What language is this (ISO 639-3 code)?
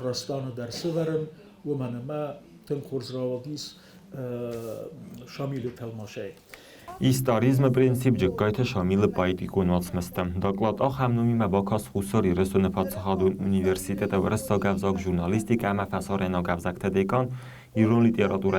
oss